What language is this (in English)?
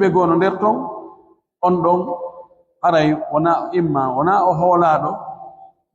Pular